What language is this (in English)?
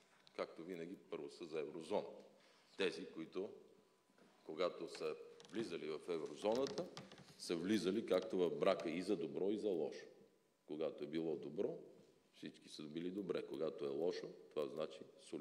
Bulgarian